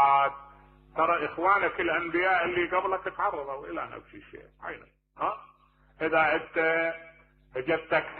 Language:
Mesopotamian Arabic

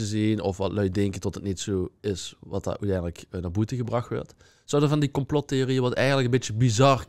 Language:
Limburgish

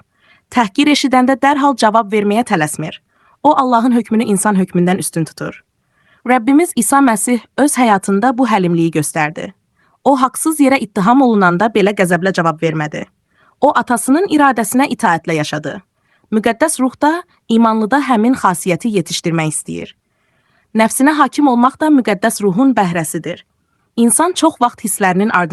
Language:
Azerbaijani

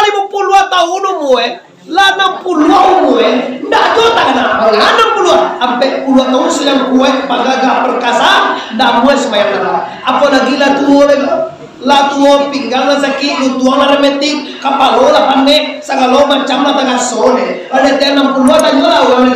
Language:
Minangkabau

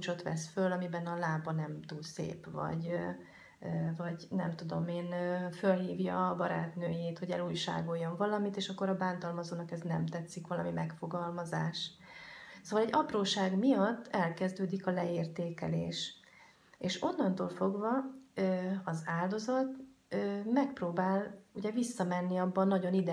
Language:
Hungarian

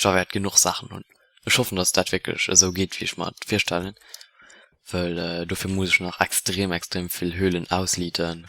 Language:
Luxembourgish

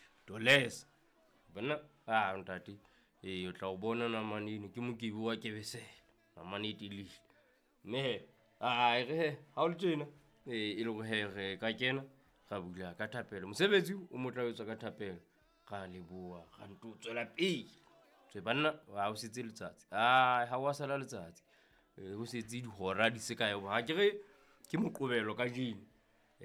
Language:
Southern Sotho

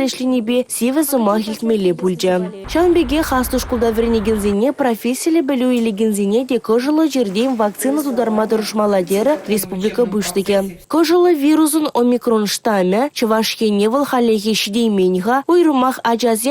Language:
Chuvash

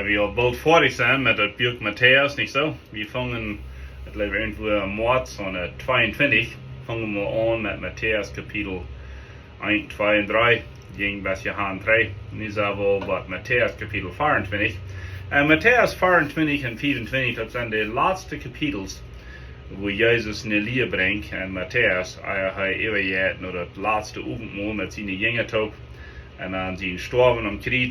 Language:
Plautdietsch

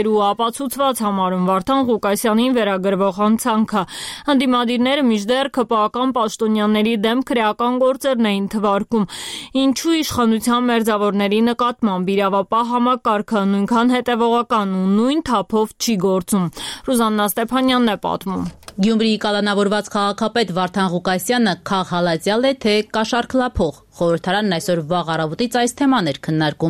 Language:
Armenian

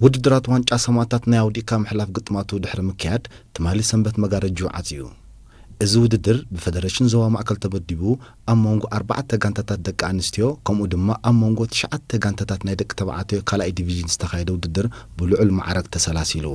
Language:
Tigrinya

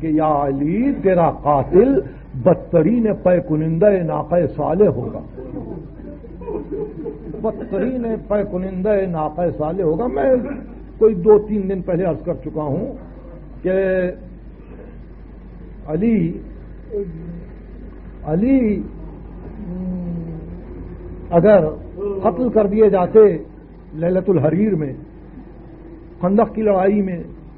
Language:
Urdu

